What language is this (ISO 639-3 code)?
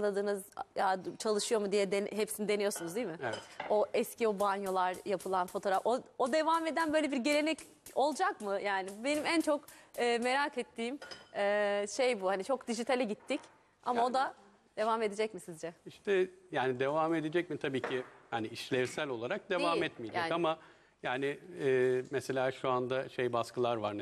tur